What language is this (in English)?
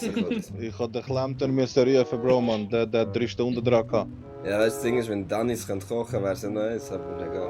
Swiss German